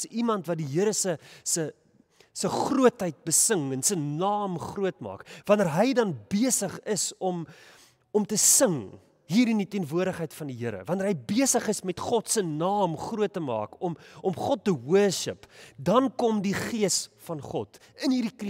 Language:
Afrikaans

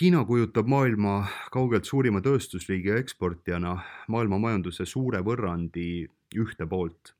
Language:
Estonian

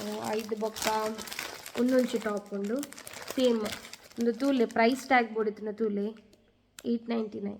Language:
Tulu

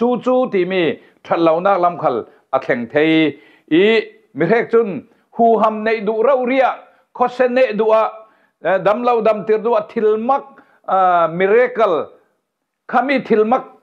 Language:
Falam Chin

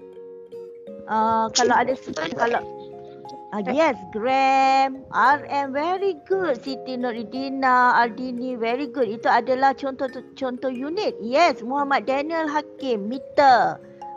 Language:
Malay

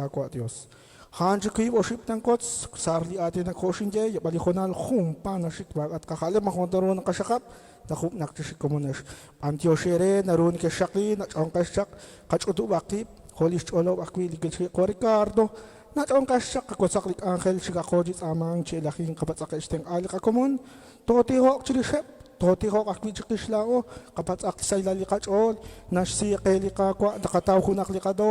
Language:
Kekchí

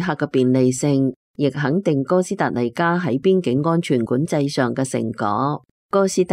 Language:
Cantonese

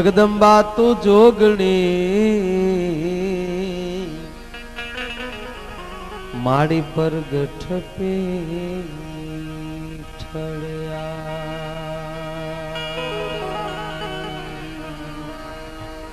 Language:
Gujarati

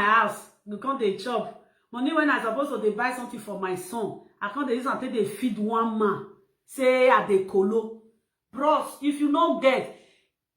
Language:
Nigerian Pidgin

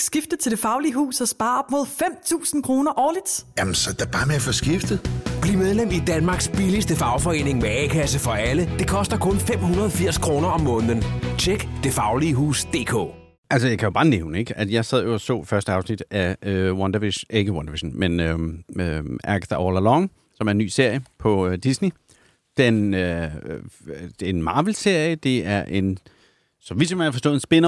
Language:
Danish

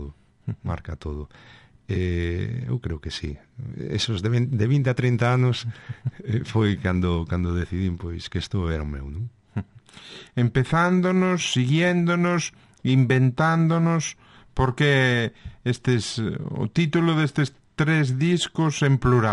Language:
Galician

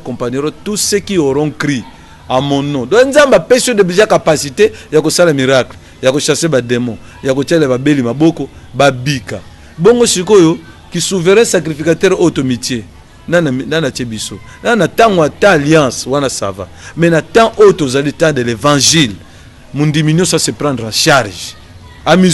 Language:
Lingala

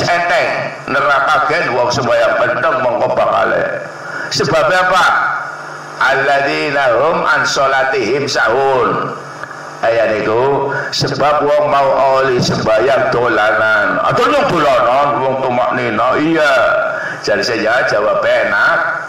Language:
Javanese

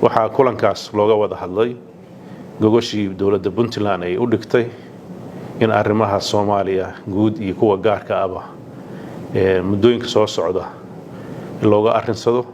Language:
Somali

